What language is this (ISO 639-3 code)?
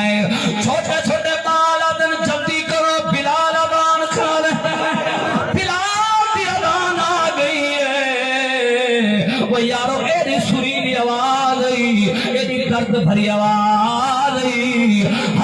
skr